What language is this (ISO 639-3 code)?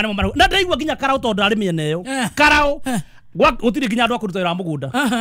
kik